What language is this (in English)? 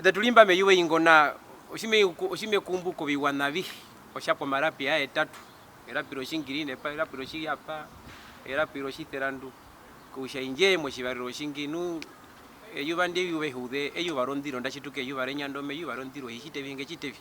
Herero